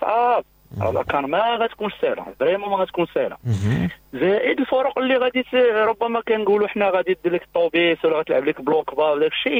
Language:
Moroccan Arabic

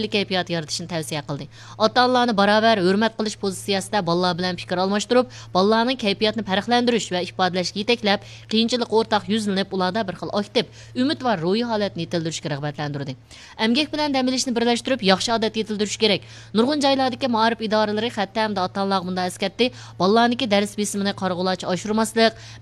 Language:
Uyghur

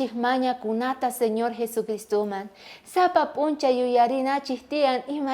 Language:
South Bolivian Quechua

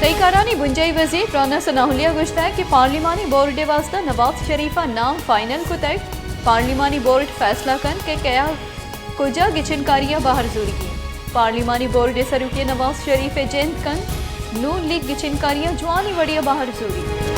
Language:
Baluchi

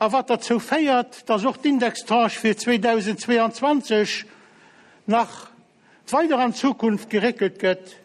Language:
Luxembourgish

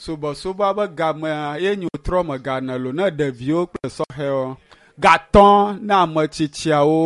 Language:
Ewe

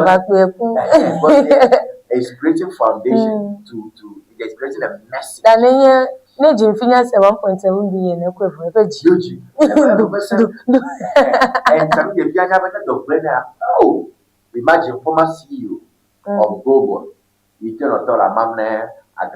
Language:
Ewe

